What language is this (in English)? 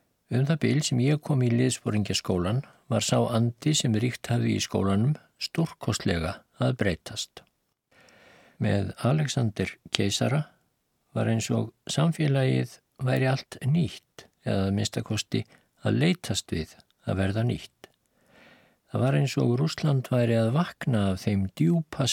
Icelandic